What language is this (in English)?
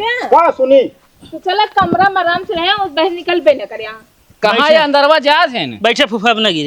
Awadhi